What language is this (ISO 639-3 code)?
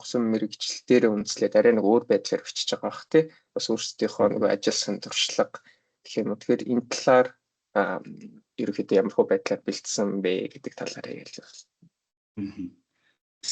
mon